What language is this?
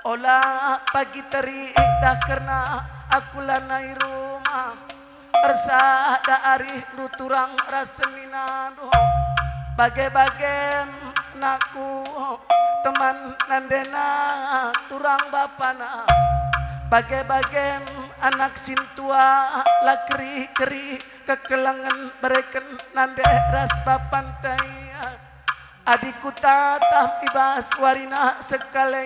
Batak Karo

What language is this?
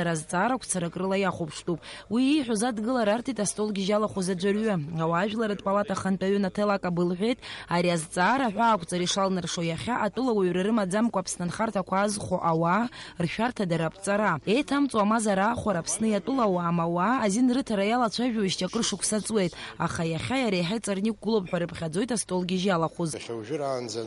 Abkhazian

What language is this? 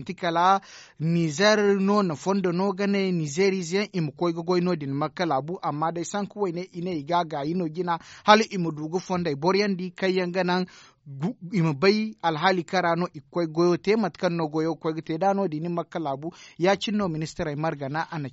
Zarma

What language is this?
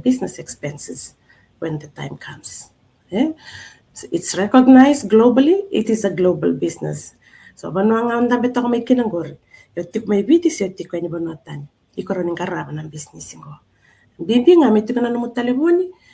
Fijian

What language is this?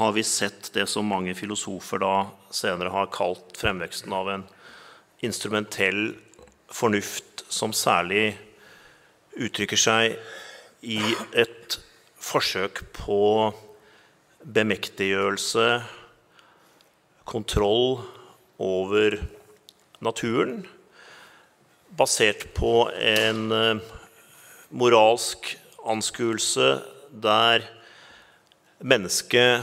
Norwegian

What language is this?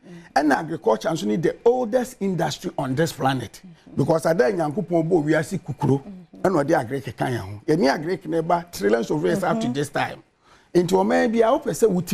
Akan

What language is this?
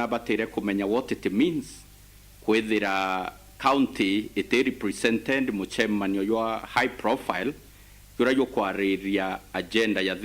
Meru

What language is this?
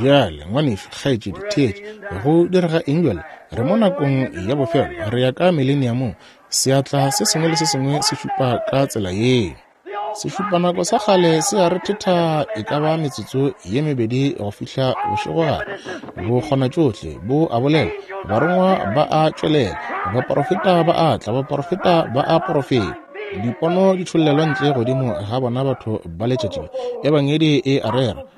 Northern Sotho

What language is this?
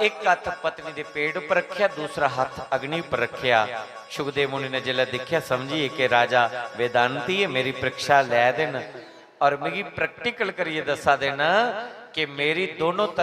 Dogri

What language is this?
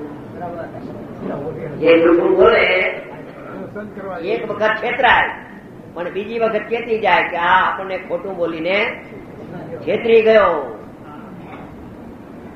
Gujarati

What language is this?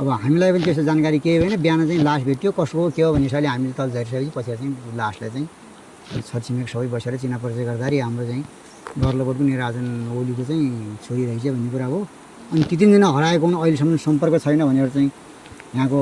Nepali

